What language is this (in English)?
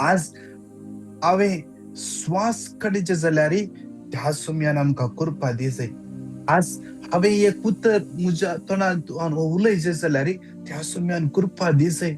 Konkani